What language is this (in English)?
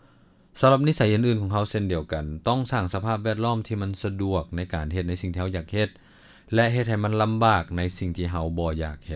Lao